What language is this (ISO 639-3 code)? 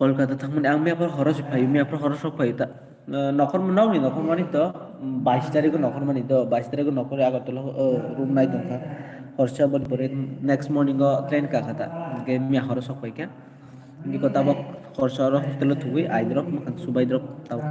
trp